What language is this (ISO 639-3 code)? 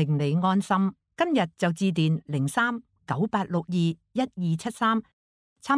yue